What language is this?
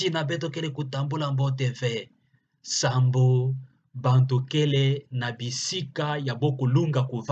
Kituba (Democratic Republic of Congo)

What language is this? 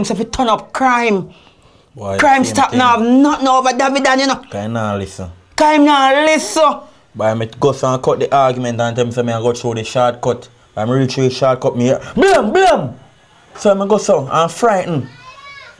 Jamaican Creole English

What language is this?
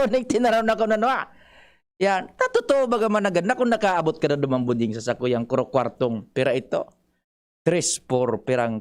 Bikol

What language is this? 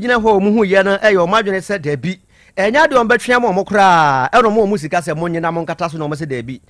Akan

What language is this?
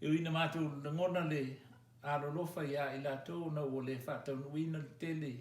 Samoan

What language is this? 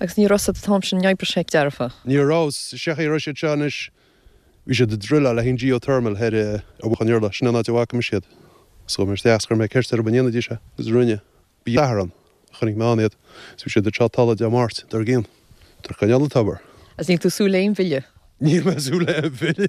Irish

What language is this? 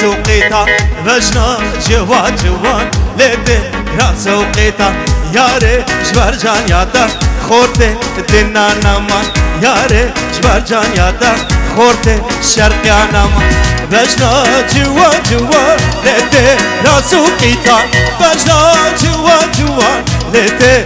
Kurdish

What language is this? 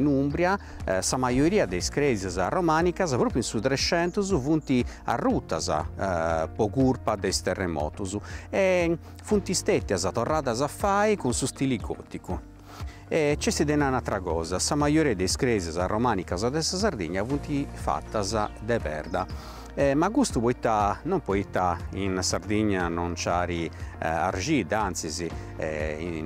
Sardinian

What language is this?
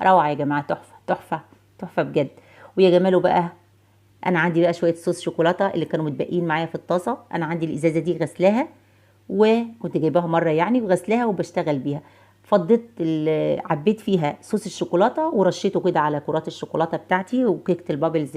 Egyptian Arabic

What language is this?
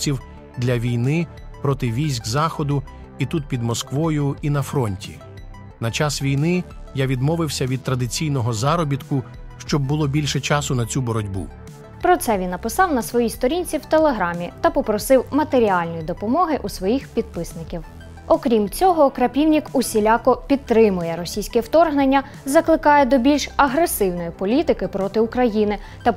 Ukrainian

